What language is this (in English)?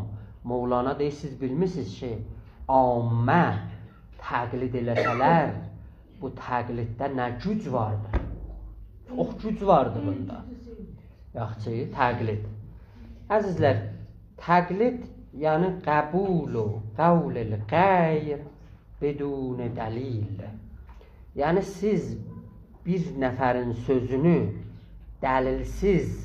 South Azerbaijani